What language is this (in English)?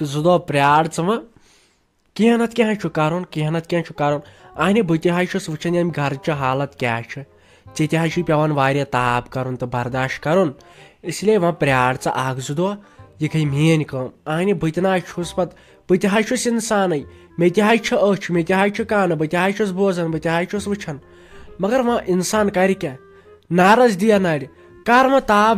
Kashmiri